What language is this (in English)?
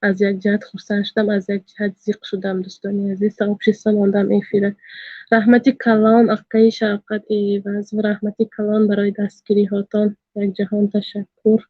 Tajik